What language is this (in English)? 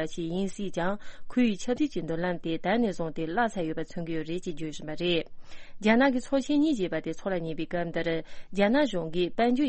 Tibetan